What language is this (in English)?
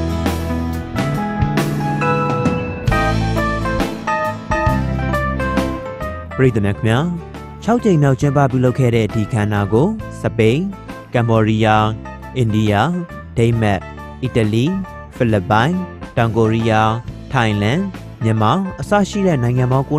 Burmese